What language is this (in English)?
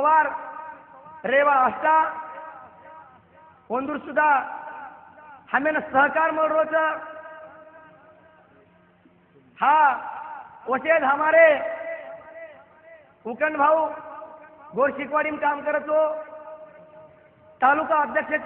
Lambadi